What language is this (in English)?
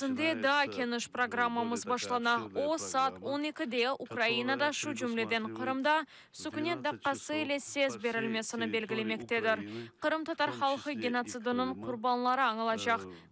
Crimean Tatar